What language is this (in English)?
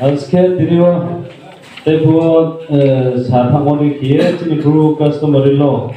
Riang (India)